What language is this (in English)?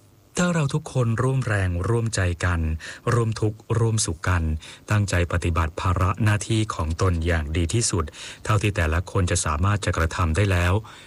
Thai